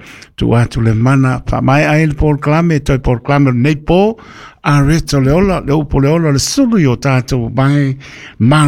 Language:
Samoan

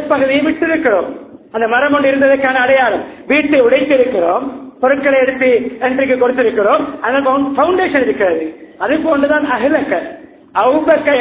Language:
Tamil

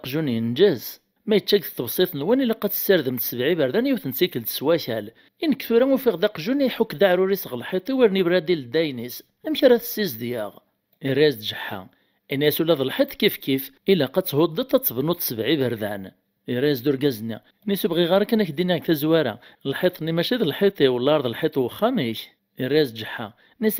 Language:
Kabyle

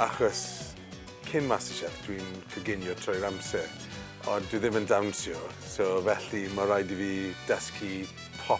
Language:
Welsh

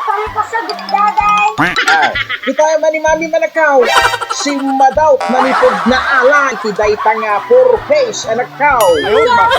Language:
Iloko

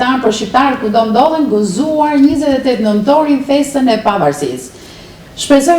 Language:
Albanian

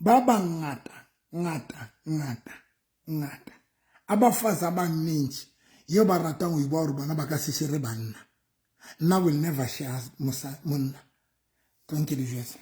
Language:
Southern Sotho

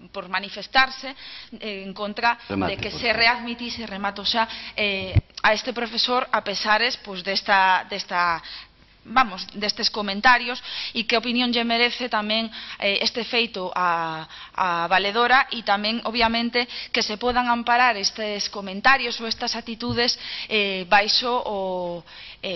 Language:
Galician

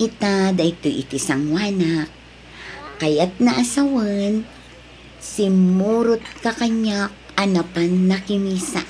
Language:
Iloko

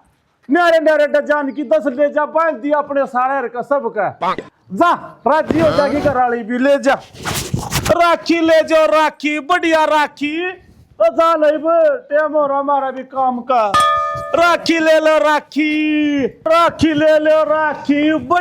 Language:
Haryanvi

